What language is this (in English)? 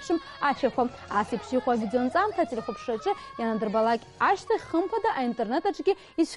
Abkhazian